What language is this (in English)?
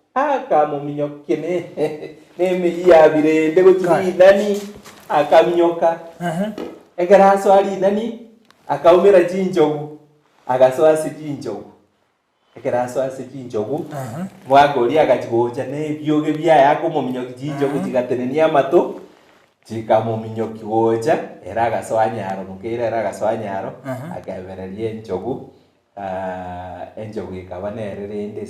Gusii